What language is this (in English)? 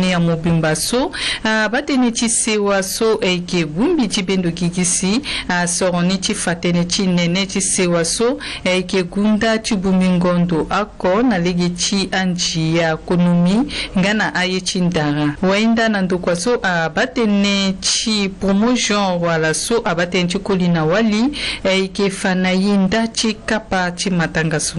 Sango